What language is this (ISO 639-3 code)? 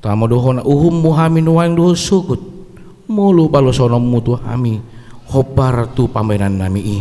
bbc